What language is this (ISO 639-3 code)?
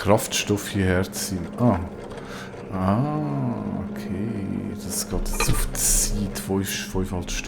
gsw